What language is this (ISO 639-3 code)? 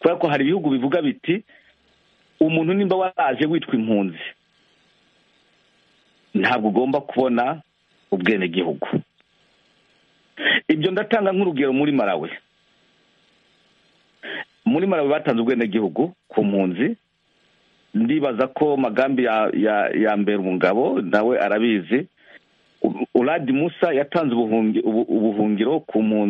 kin